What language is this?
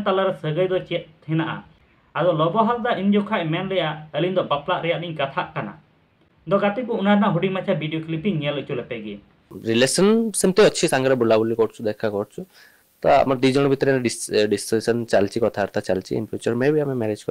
Santali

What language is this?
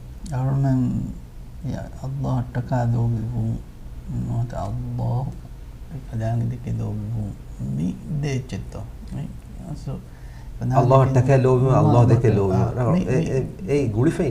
Divehi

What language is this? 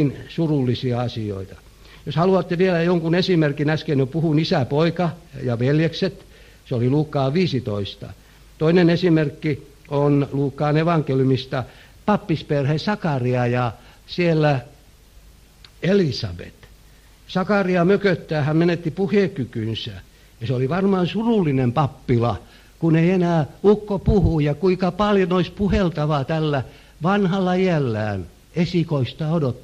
Finnish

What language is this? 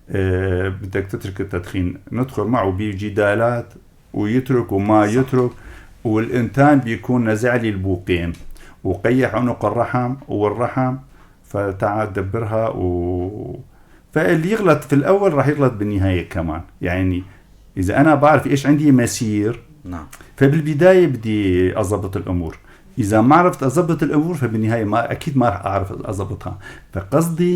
North Levantine Arabic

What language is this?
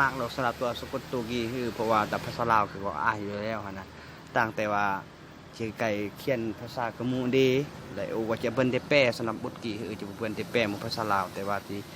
Lao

